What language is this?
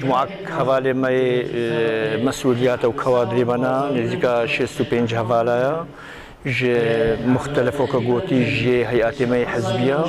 Kurdish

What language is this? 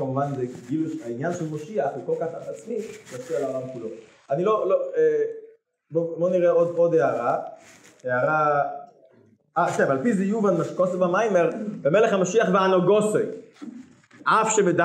Hebrew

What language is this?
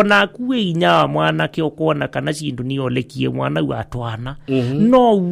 Kamba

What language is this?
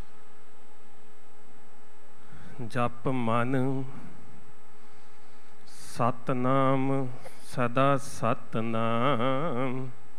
Punjabi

